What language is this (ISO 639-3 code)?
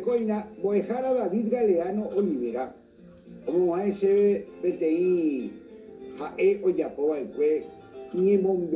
grn